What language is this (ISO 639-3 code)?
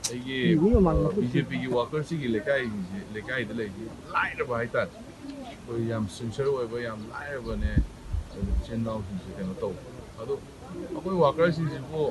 mni